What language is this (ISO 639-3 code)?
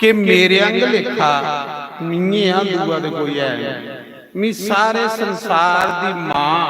doi